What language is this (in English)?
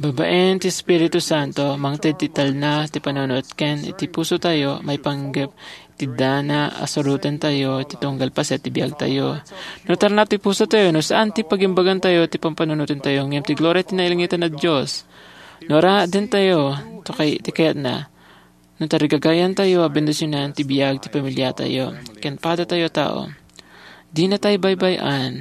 Iloko